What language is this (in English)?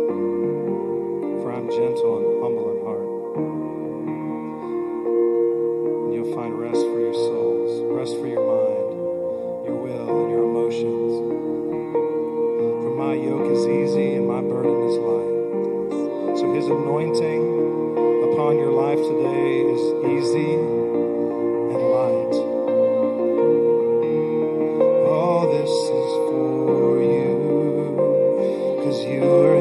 English